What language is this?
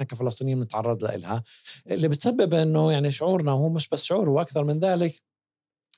North Levantine Arabic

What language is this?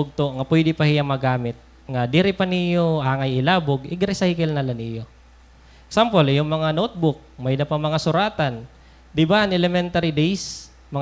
Waray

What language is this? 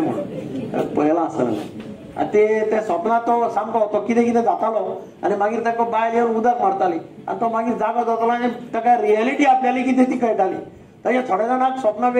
Konkani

